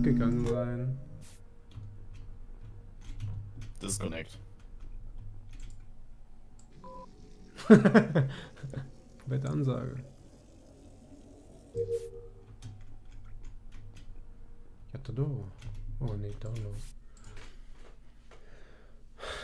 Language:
German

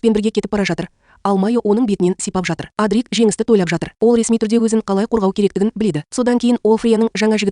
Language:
Kazakh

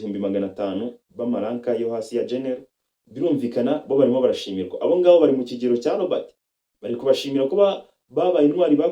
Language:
Kinyarwanda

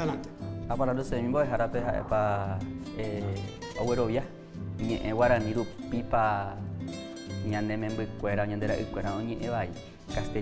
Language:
Guarani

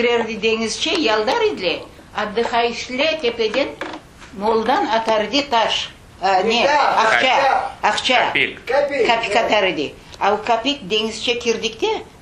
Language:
Crimean Tatar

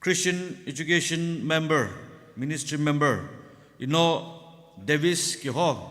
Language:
Sumi Naga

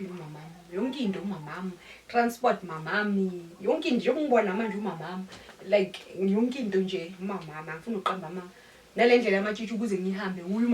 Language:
Zulu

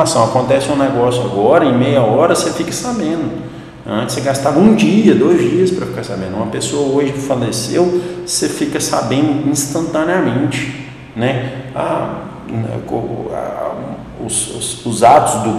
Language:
Portuguese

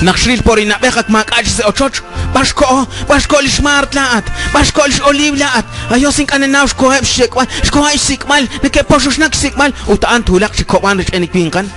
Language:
Kekchí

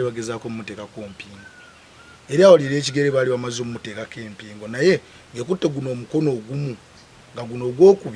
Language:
Ganda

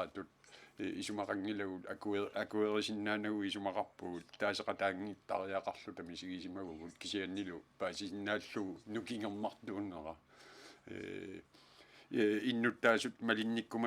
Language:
Kalaallisut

